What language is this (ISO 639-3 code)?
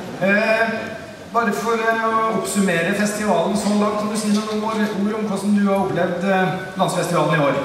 nor